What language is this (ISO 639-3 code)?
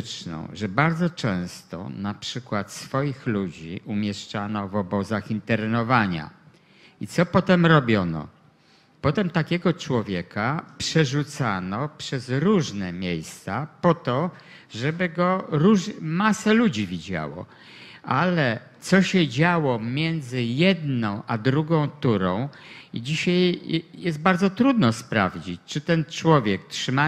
pol